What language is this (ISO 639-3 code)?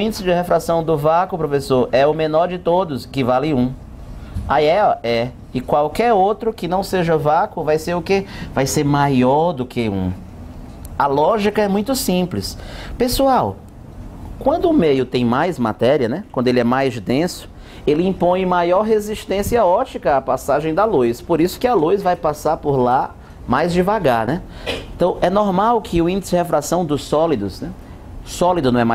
por